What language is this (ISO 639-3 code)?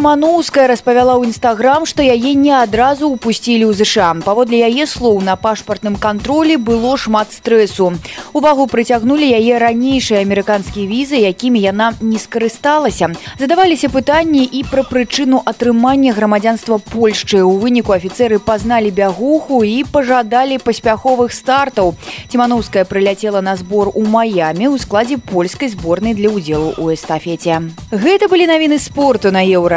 bel